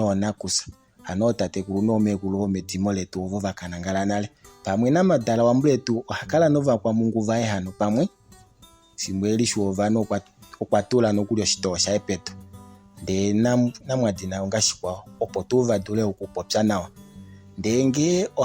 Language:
Kuanyama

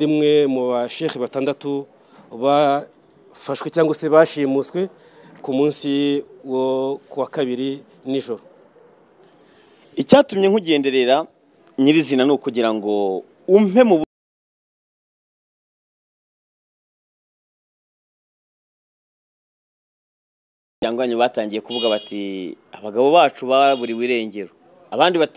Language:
Kinyarwanda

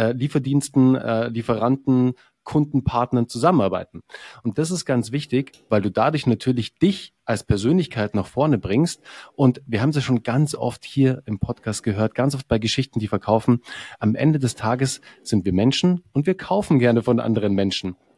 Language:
German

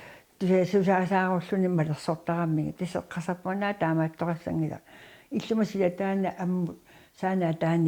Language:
Kalaallisut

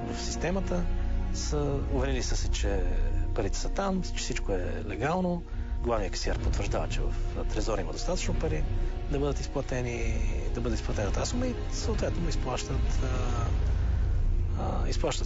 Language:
Bulgarian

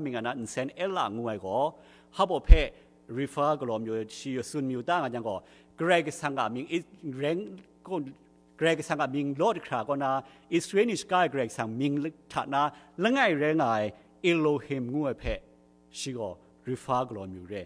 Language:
Kachin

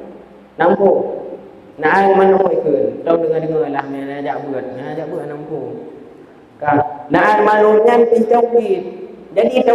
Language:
Achinese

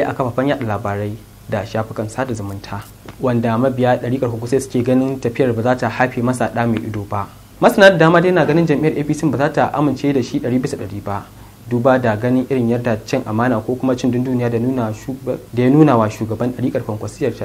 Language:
Hausa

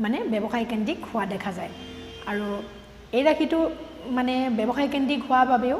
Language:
Assamese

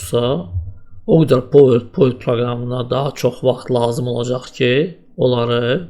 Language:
Azerbaijani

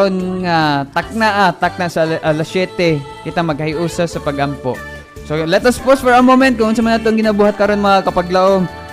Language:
Cebuano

